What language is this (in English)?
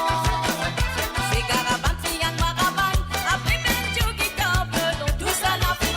Morisyen